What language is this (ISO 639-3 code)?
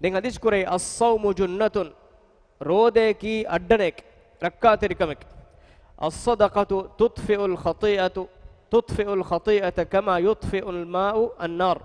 div